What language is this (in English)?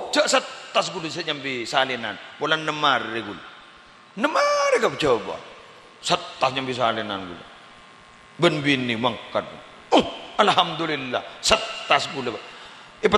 Madurese